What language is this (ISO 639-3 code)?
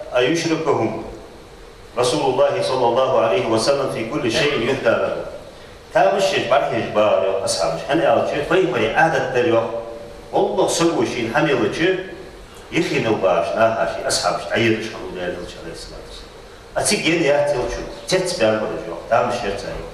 inh